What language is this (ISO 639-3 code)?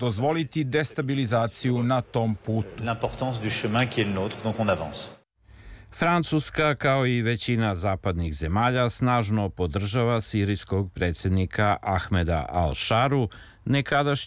srp